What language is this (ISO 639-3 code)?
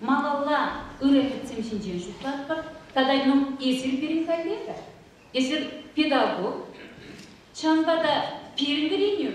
chv